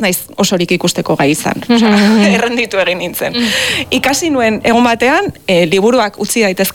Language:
Basque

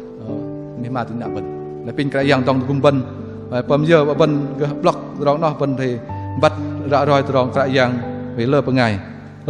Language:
Bahnar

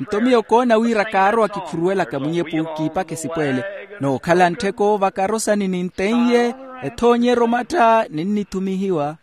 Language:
Makhuwa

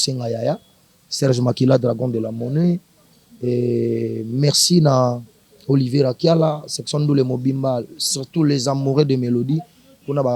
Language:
Lingala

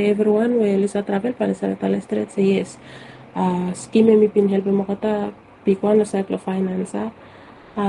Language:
Bislama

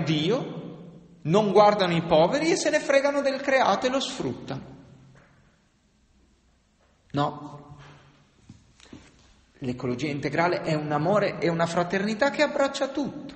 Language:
Italian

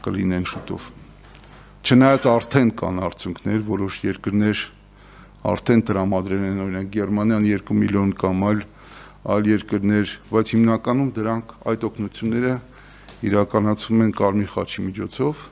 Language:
Armenian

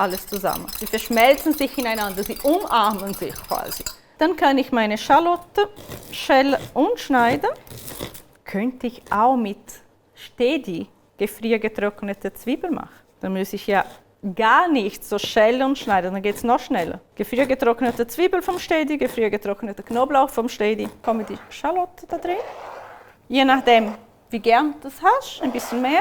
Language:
Swiss German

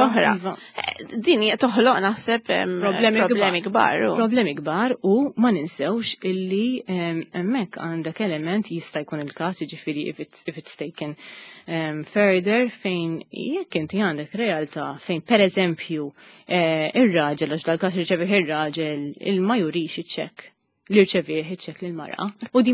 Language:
Maltese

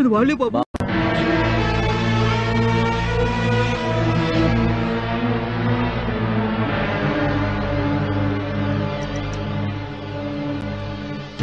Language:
Telugu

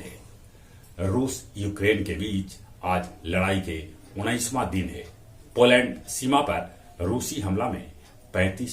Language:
Magahi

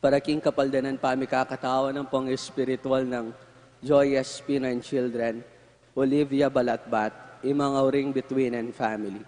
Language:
Pampanga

